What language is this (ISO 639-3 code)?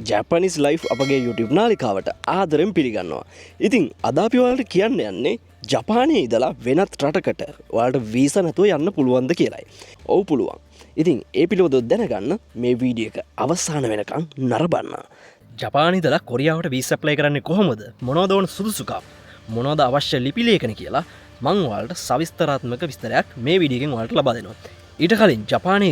sin